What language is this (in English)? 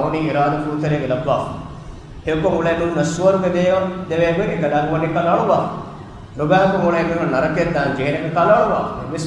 Divehi